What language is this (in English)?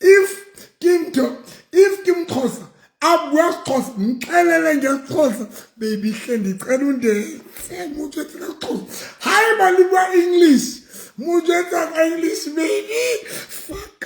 Southern Sotho